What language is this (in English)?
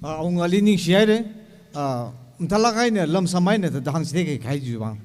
Tangkhul Naga (India)